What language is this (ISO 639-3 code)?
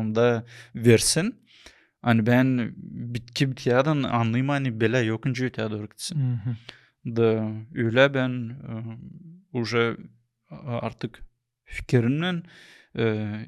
gag